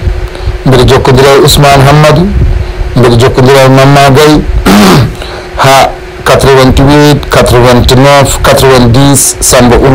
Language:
Fula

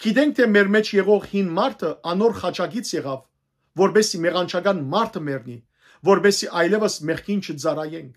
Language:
Western Armenian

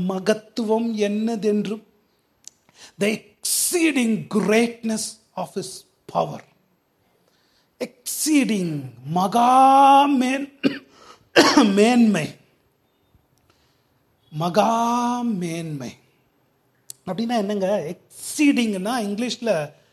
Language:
Tamil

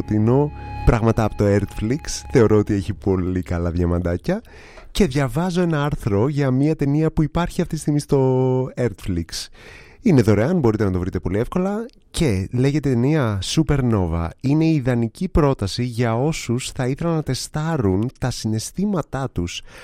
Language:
Greek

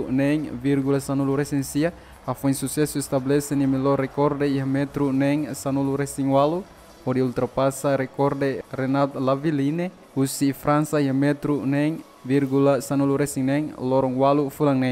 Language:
Tetum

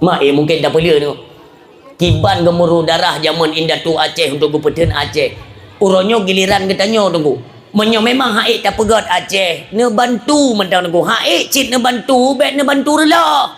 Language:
Achinese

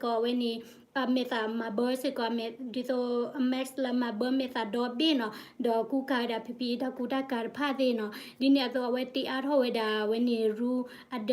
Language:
S'gaw Karen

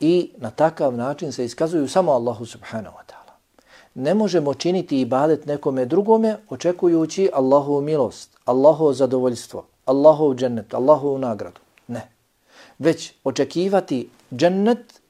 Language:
Bosnian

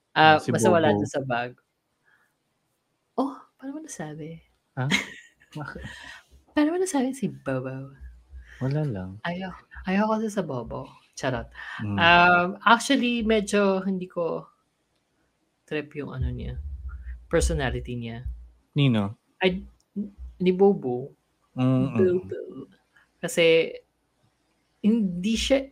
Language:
Filipino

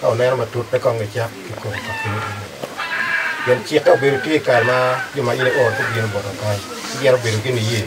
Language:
Acoli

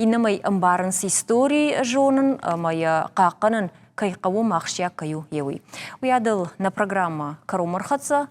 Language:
Ossetic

